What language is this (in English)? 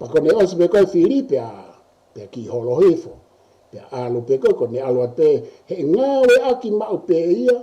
Tongan